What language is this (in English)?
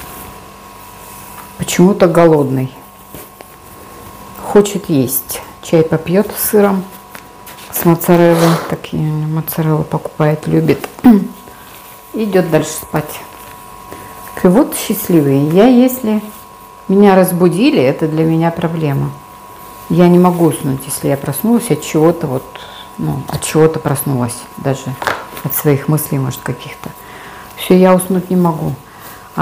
Russian